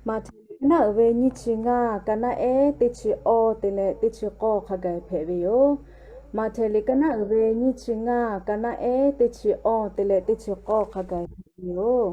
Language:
Lahu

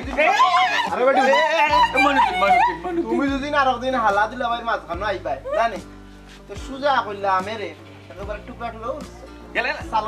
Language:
Sylheti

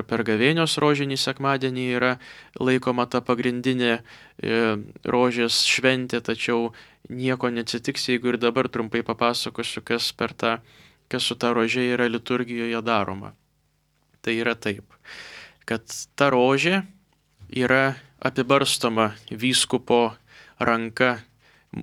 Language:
Lithuanian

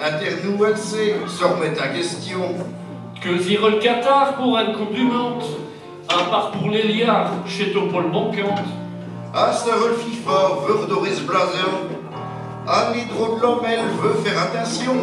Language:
Picard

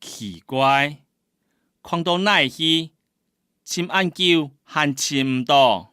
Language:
Hakka Chinese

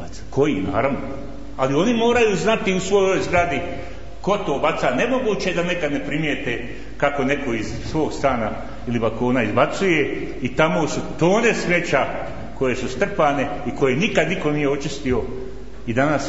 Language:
Bosnian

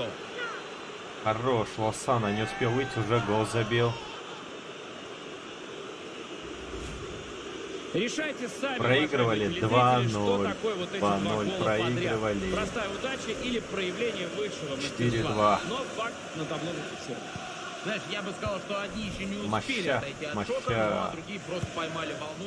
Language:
Russian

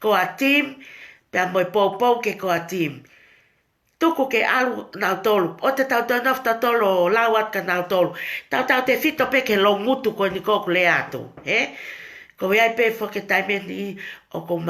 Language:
Tongan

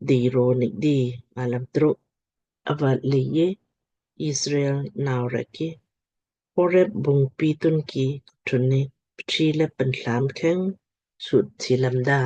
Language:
Lamkang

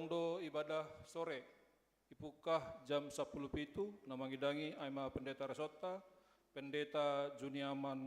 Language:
Batak Simalungun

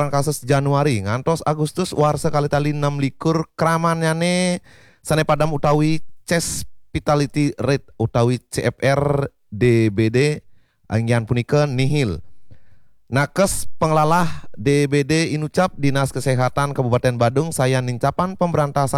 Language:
Balinese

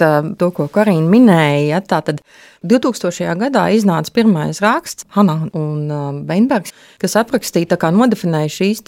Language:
Latvian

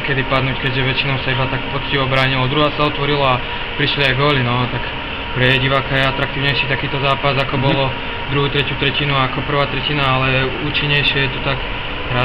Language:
Slovak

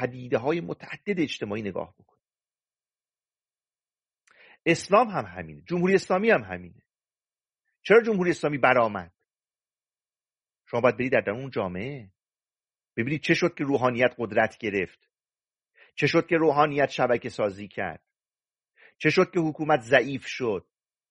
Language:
Persian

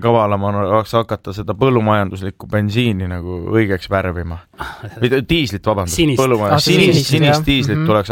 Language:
Estonian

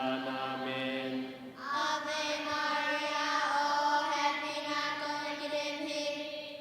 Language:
Tedim Chin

